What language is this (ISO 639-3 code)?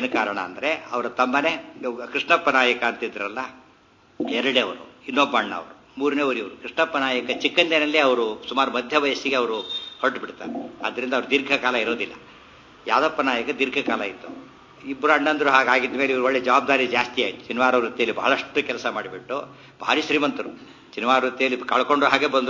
kan